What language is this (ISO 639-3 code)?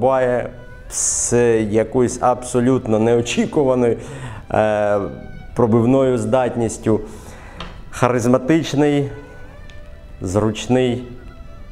ukr